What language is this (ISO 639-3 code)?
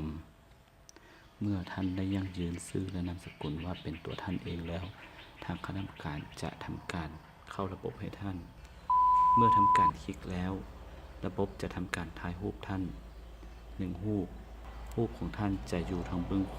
lao